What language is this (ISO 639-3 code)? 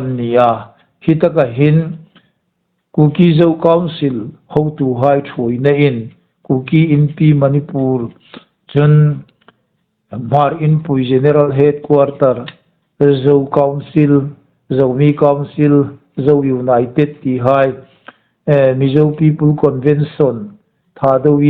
hmr